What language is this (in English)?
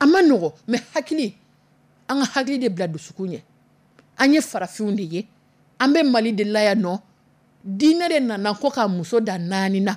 Dyula